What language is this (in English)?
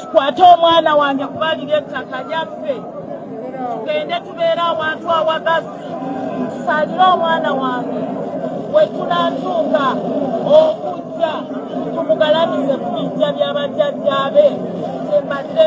Ganda